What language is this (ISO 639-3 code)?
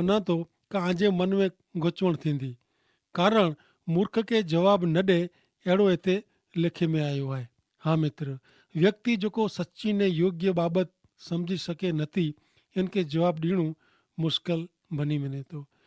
kfr